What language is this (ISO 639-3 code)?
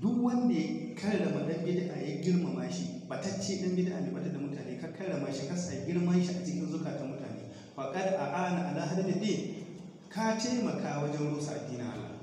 hau